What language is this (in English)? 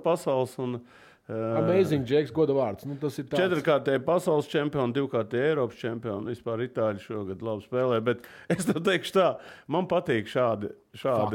Latvian